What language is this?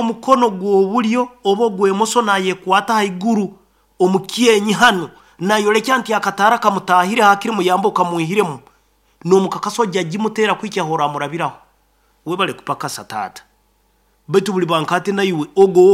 Nyoro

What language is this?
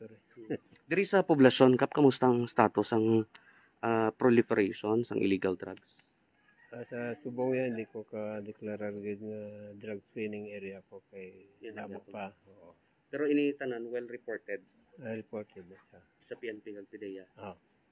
Hiligaynon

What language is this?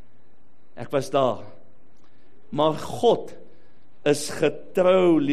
Afrikaans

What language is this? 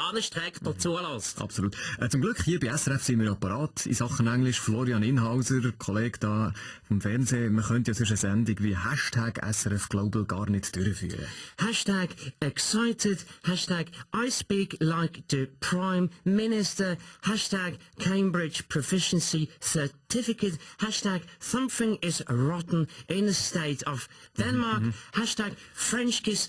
Swiss German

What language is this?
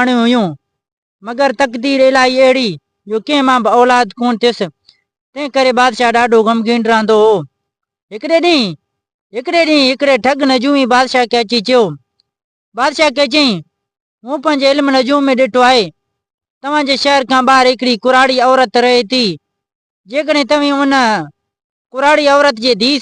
Sindhi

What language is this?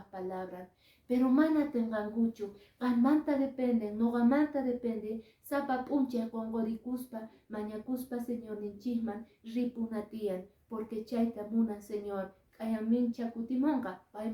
Quechua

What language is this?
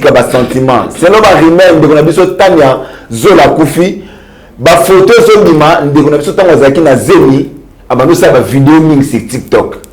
Lingala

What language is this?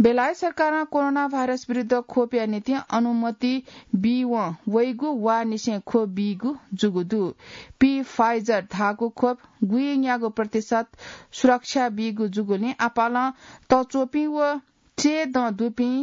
Newari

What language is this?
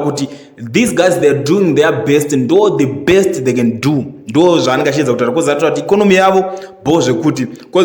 Shona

